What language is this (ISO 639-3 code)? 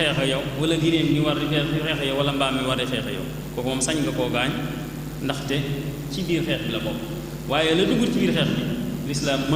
wol